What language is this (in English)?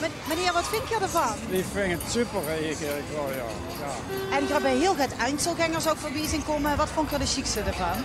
Limburgish